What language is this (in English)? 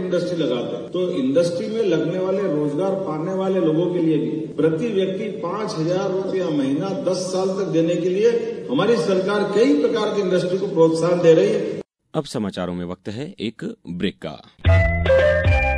Hindi